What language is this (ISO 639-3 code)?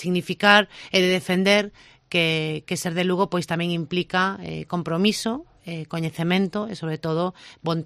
glg